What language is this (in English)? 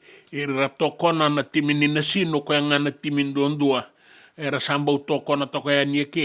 Fijian